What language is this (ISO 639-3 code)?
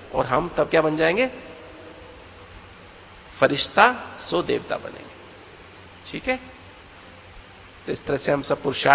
hin